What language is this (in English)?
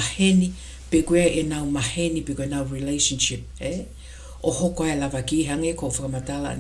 Tongan